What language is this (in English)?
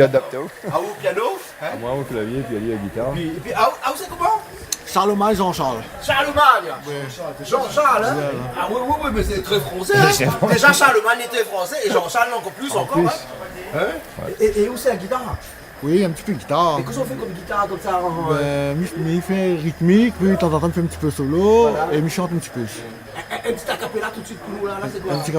Réunion Creole French